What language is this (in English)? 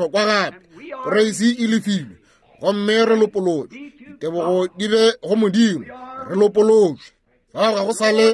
Northern Sotho